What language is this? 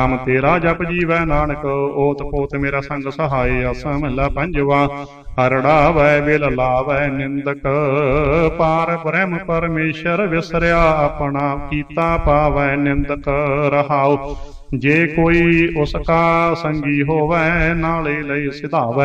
Punjabi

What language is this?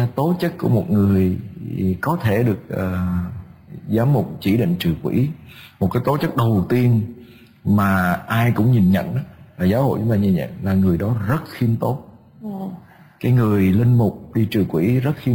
Vietnamese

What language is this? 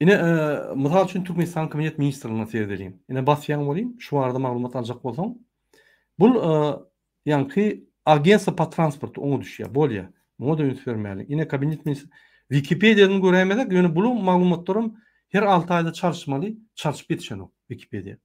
Turkmen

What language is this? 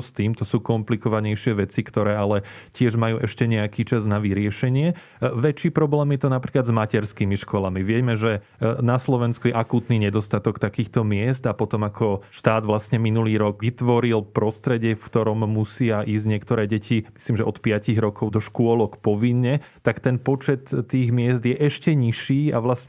Slovak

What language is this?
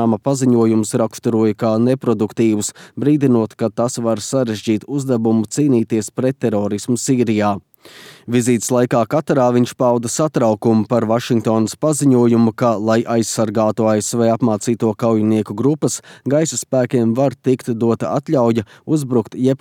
Latvian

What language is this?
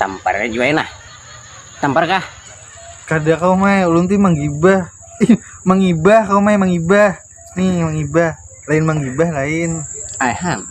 Banjar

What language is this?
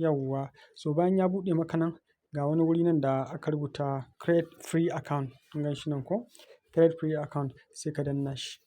Hausa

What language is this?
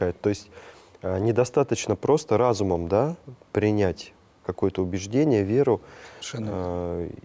Russian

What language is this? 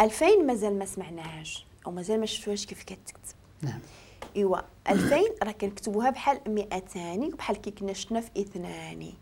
Moroccan Arabic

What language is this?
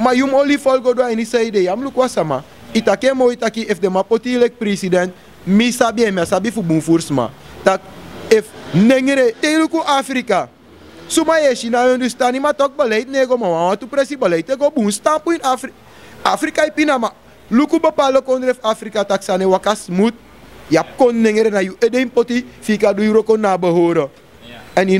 Sranan Tongo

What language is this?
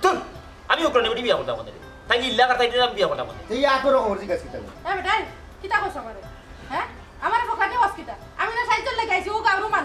Sylheti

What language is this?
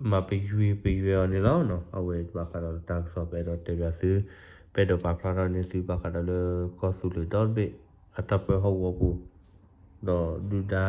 S'gaw Karen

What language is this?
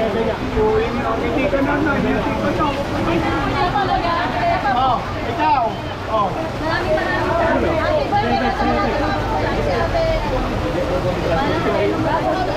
Filipino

